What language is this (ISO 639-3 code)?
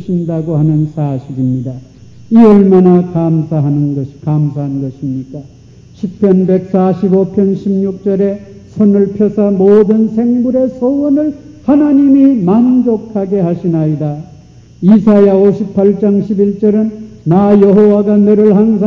kor